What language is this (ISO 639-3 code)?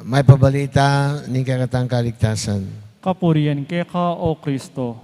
pam